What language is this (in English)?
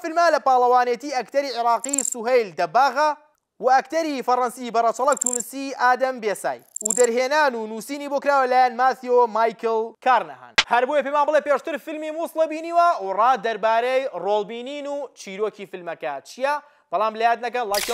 Central Kurdish